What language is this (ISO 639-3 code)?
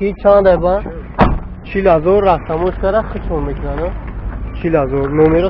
tgk